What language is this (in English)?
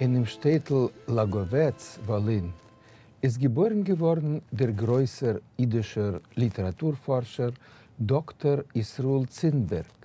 Yiddish